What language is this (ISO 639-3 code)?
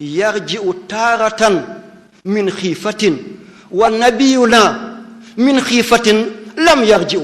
wol